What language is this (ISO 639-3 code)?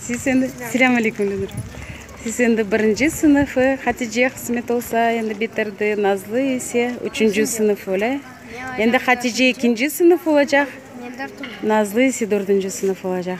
crh